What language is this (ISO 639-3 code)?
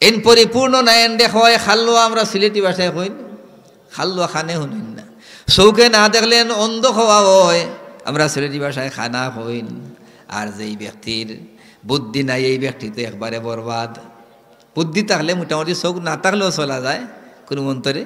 syl